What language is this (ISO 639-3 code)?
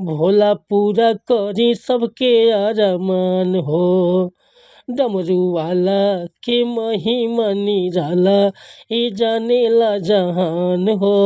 bho